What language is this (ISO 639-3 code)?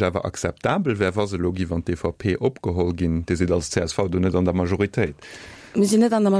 ltz